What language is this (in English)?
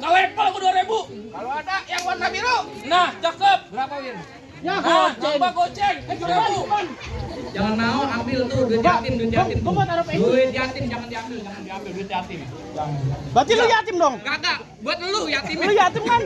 Betawi